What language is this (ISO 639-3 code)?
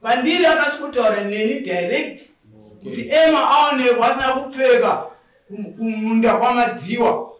sna